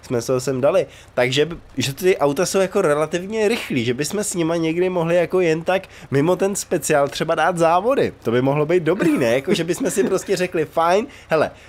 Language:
Czech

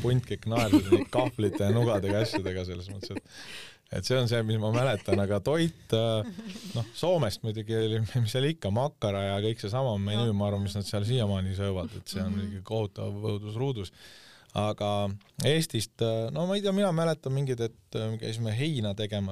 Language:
Estonian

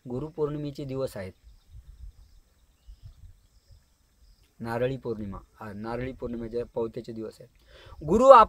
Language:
Marathi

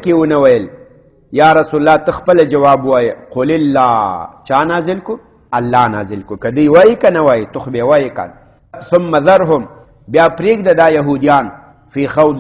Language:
Pashto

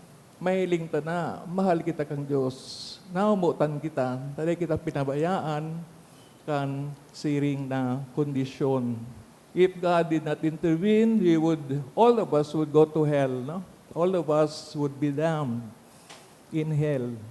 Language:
Bikol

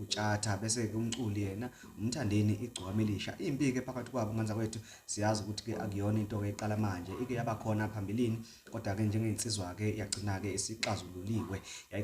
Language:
Zulu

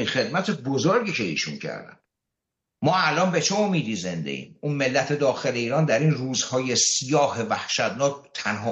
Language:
Persian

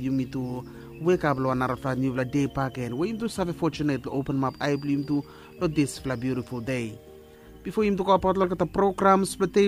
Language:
Bislama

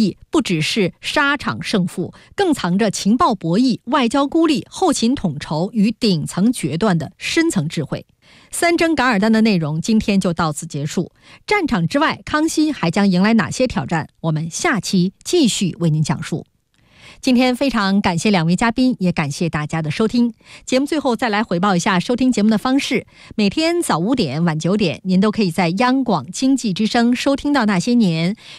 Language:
Chinese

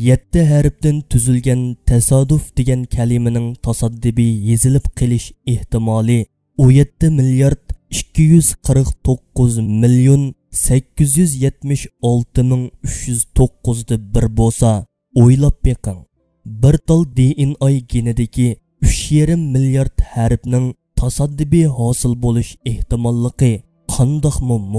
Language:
Uyghur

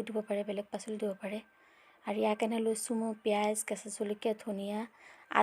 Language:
Assamese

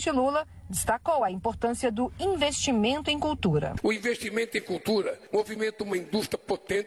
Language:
Portuguese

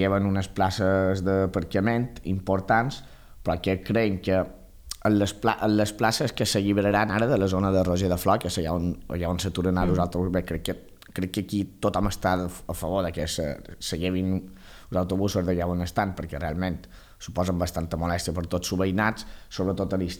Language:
Catalan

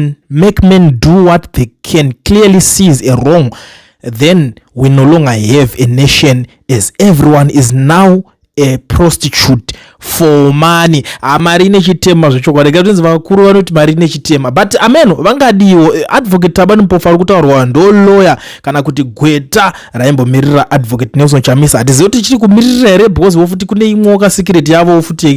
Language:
Shona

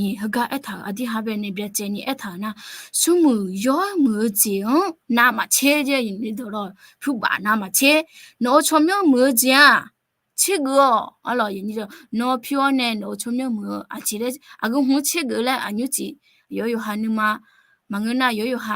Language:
Akha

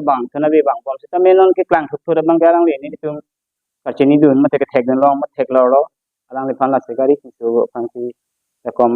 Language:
Karbi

